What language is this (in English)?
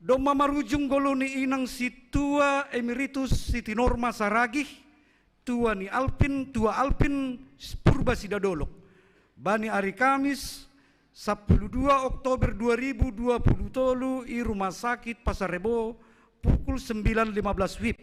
Batak Simalungun